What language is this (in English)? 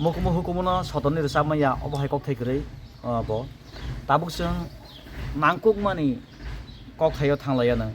Kok Borok